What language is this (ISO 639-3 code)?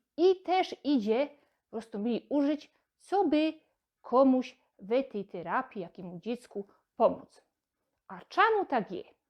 szl